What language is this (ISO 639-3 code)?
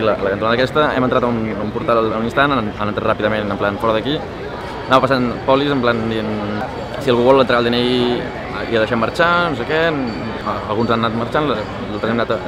cat